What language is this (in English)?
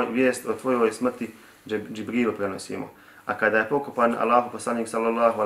Bosnian